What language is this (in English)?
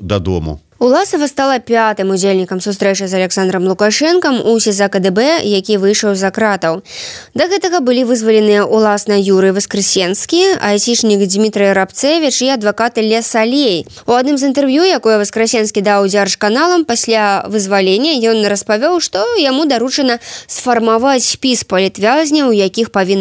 Belarusian